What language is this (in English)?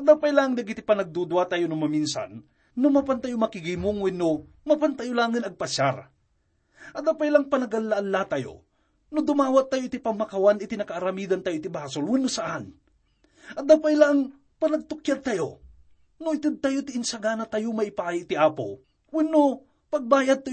Iloko